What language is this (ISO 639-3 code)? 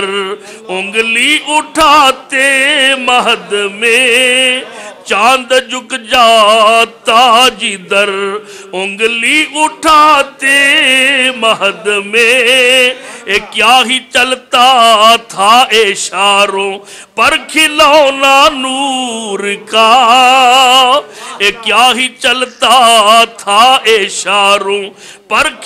urd